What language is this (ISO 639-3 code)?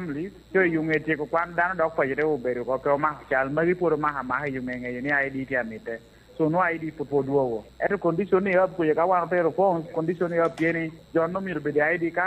laj